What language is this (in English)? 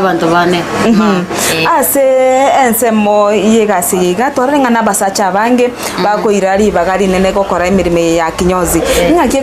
Gusii